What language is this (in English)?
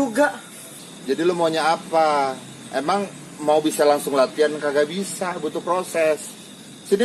Betawi